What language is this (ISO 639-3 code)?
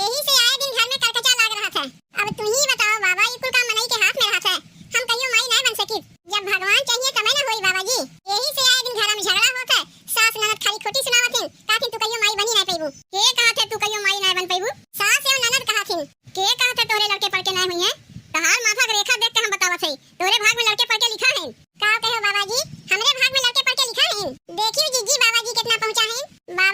awa